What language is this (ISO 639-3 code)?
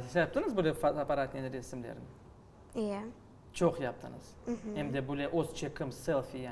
crh